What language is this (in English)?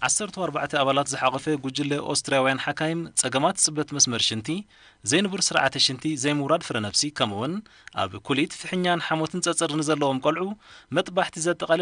Tigrinya